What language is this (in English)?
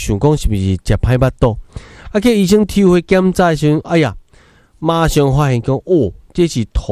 Min Nan Chinese